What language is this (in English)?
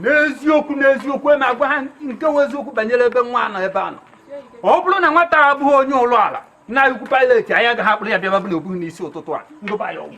Igbo